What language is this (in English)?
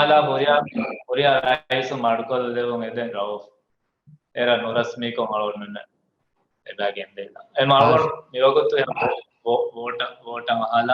Divehi